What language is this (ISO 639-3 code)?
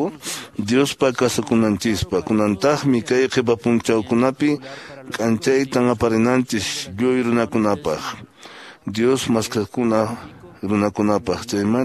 que